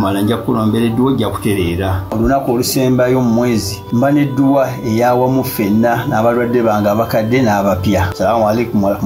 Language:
Ganda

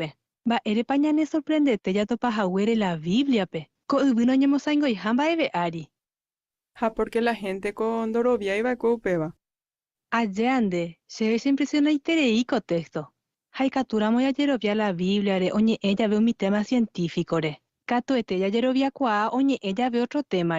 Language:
Guarani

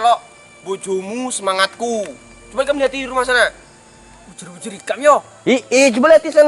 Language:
Banjar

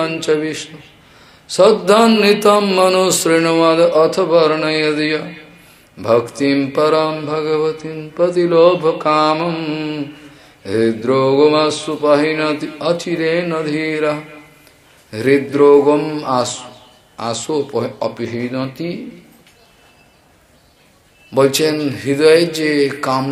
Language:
Bangla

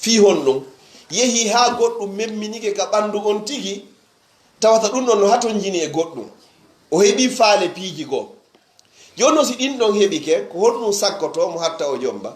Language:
Pular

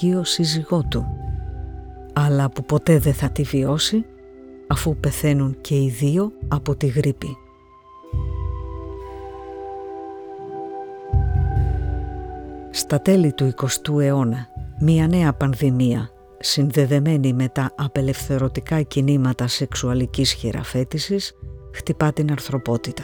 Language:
Greek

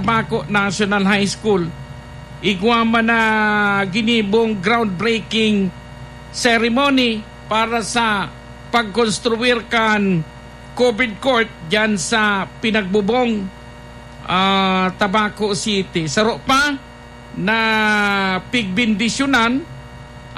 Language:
Bikol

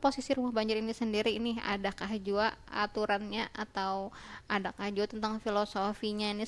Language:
Banjar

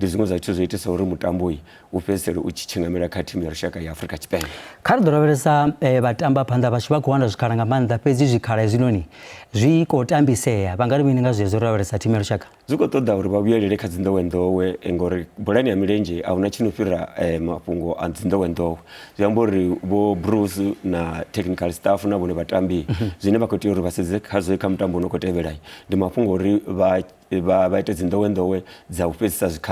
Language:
Venda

